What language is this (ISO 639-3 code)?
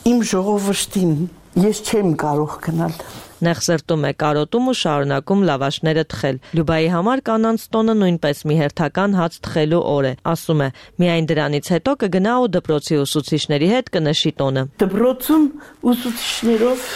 hye